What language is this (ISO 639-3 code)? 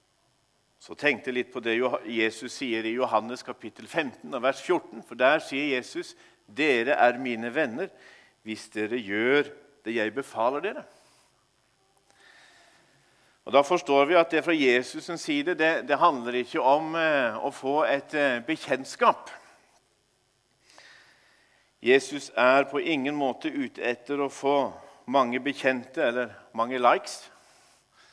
nor